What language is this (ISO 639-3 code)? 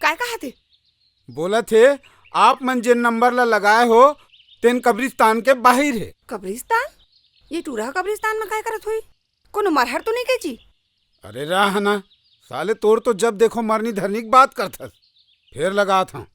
hne